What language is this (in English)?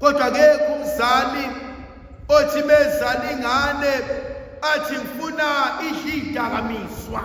Zulu